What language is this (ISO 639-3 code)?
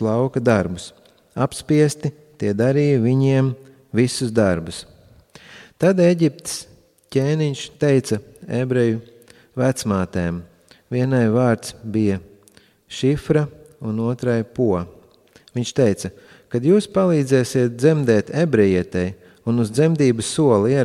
lav